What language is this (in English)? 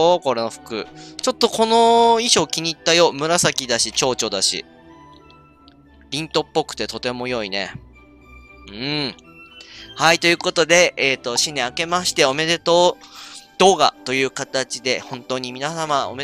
Japanese